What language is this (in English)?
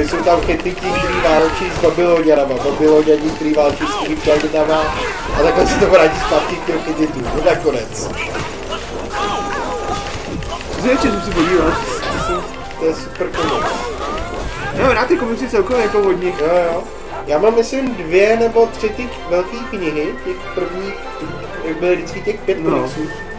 Czech